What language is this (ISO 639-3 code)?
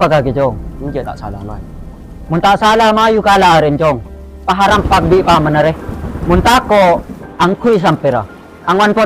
mad